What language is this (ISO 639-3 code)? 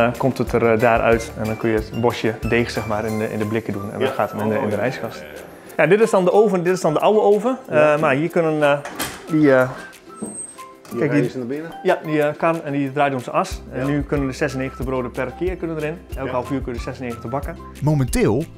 nld